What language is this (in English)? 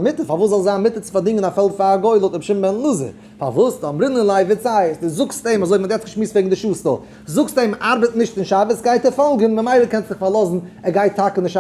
Yiddish